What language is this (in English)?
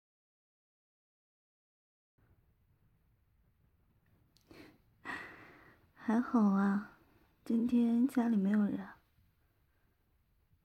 Chinese